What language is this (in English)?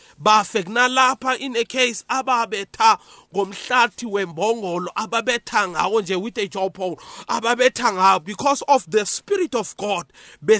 South Ndebele